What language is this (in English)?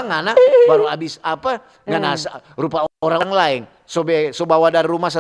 Manado Malay